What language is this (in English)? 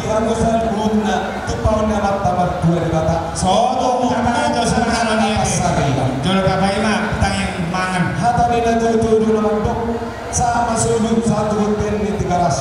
Batak Toba